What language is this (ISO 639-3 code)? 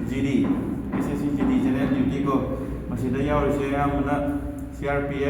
mni